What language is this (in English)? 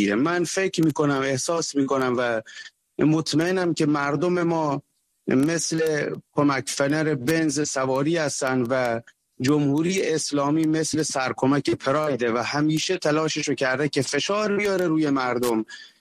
Persian